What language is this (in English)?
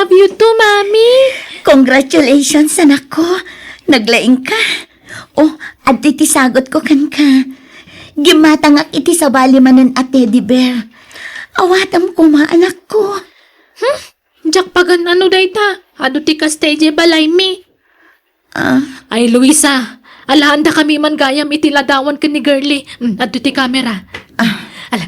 Iloko